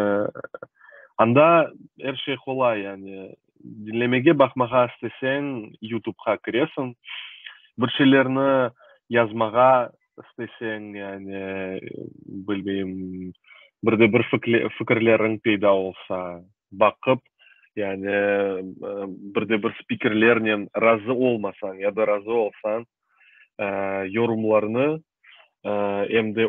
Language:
Crimean Tatar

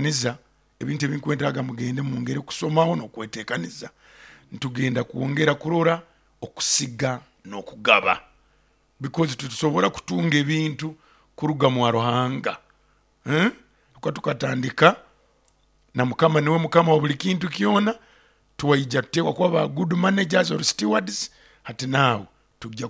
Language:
Nyoro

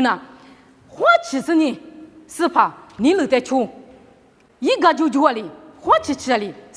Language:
Lisu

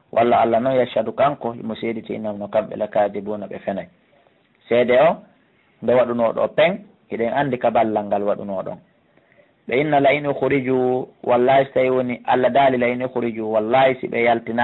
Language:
Pular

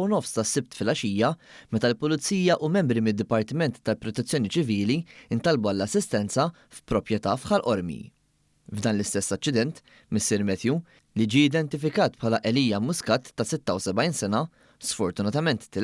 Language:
Maltese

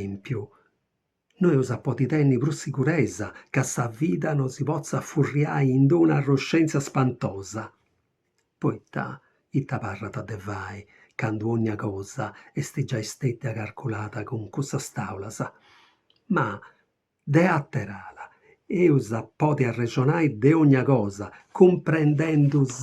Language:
Sardinian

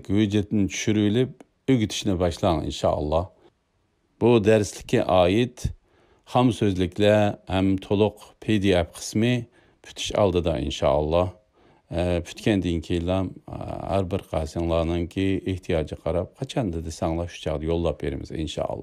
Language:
Uyghur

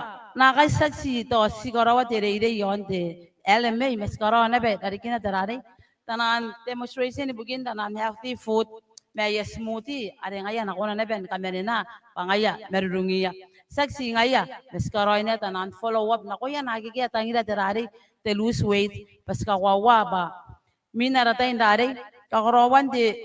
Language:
Gilbertese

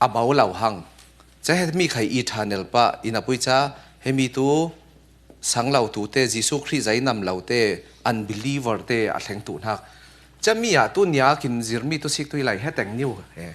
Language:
Falam Chin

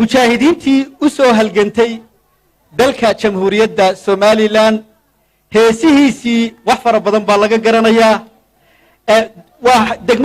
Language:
Somali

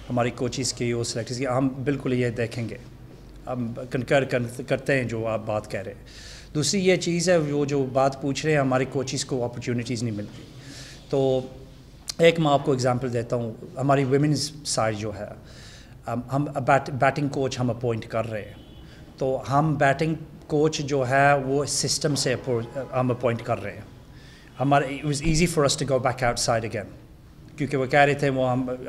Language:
Urdu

